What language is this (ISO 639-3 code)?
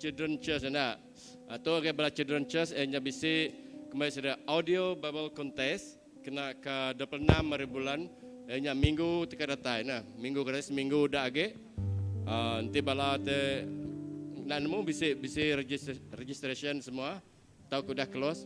iba